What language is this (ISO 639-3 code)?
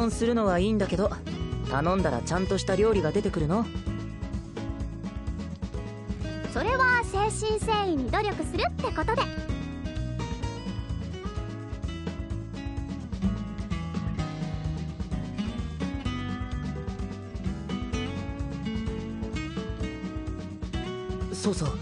jpn